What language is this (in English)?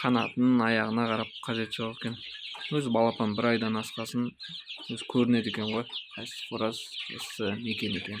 Kazakh